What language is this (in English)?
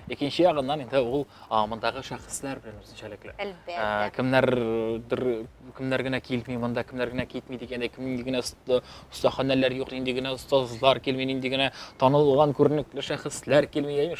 Tatar